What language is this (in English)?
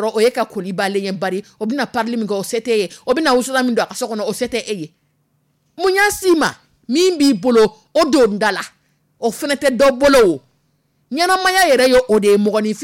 Dyula